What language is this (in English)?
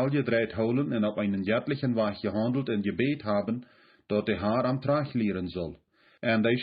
Plautdietsch